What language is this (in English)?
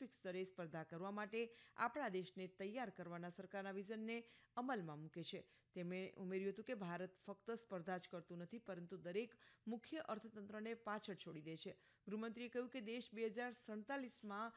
Gujarati